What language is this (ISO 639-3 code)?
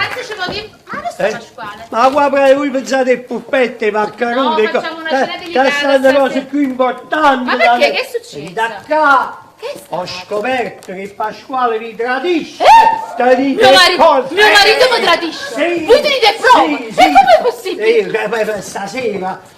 nap